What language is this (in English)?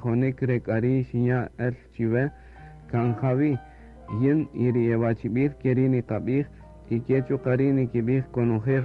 Kaqchikel